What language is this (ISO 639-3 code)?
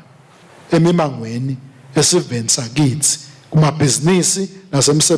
ssw